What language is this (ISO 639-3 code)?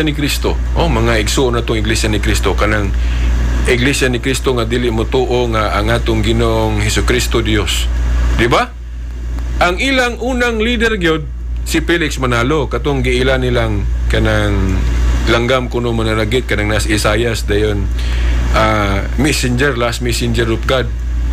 ceb